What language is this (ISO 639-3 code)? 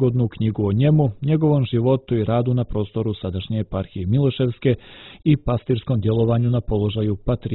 srp